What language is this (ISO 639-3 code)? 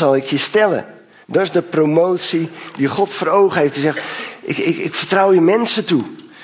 nld